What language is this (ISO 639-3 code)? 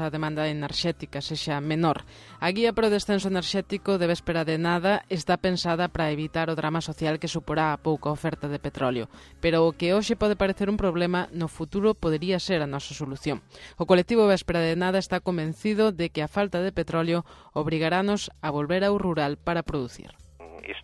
glg